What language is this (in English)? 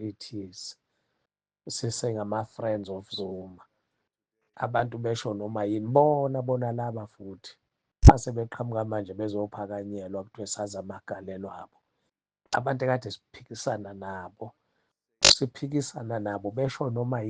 Zulu